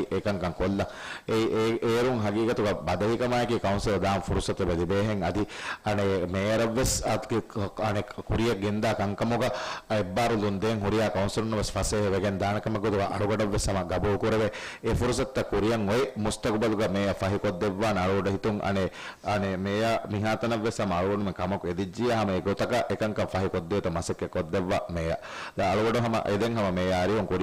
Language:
Divehi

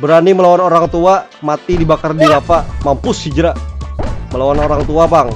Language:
Banjar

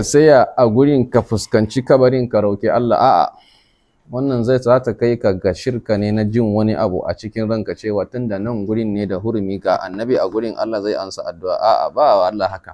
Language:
Hausa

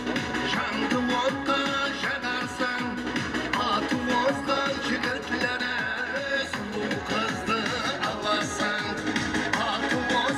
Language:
Kara-Kalpak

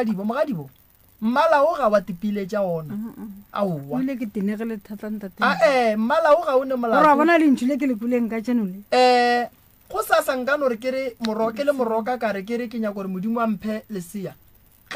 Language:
Northern Sotho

